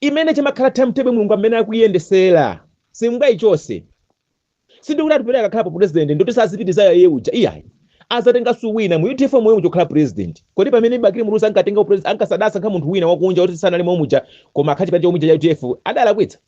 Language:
Nyanja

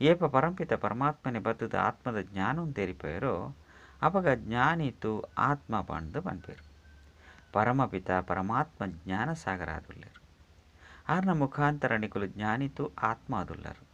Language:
Tulu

